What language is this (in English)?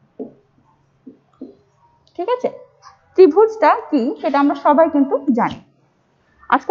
Bangla